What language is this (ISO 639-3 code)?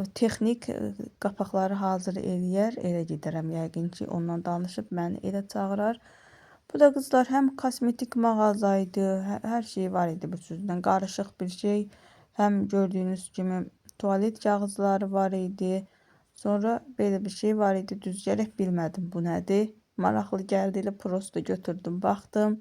aze